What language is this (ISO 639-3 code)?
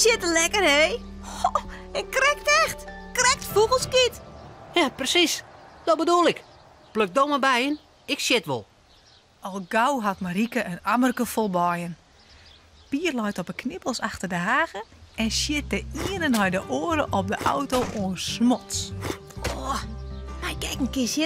fry